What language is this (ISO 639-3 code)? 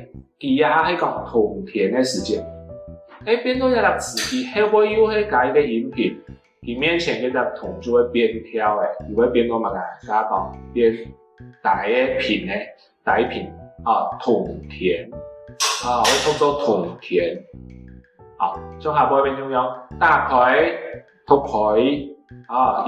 hak